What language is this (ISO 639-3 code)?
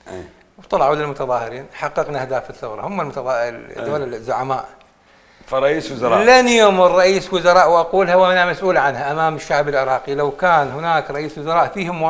acm